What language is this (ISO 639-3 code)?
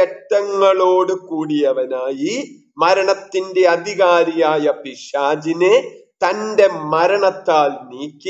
mal